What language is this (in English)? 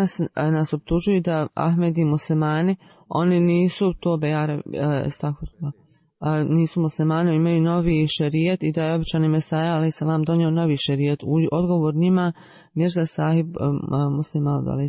Bosnian